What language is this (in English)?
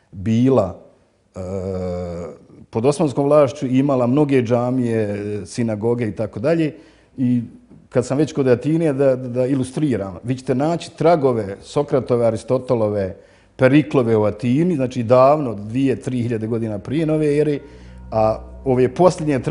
Bosnian